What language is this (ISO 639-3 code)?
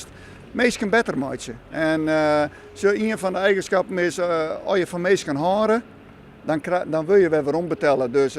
fry